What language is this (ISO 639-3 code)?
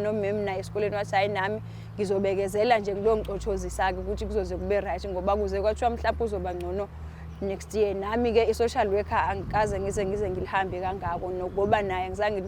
zul